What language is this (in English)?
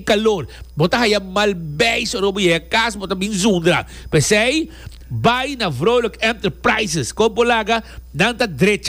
Papiamento